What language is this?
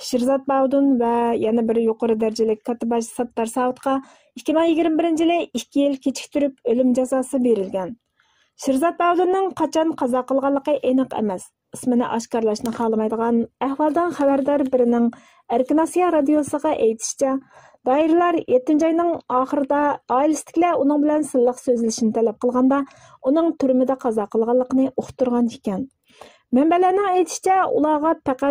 Uyghur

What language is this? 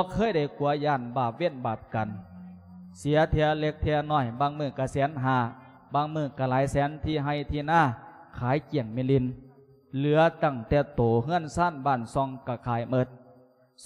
Lao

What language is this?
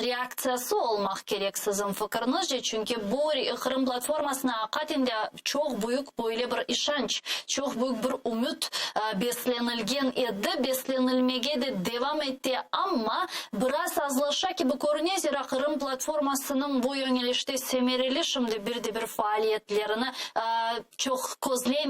Crimean Tatar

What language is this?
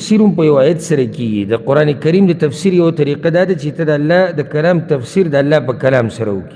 Pashto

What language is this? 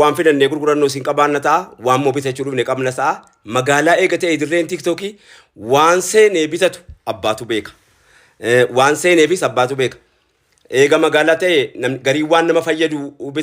Oromo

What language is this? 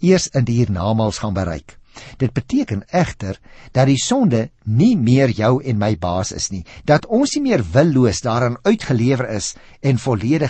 Afrikaans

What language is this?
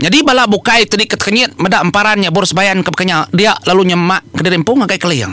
Iban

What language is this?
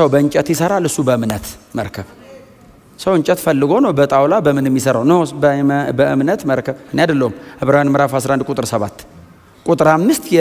Amharic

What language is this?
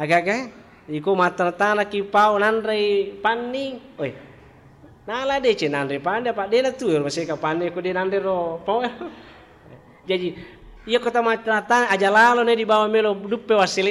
Buginese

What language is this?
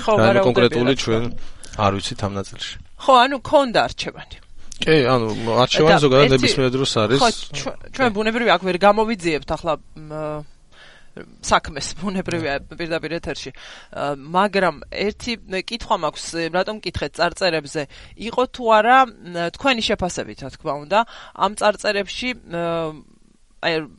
Georgian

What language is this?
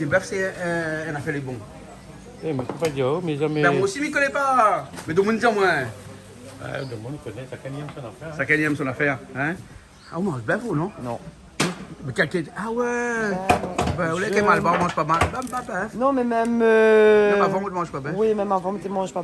Réunion Creole French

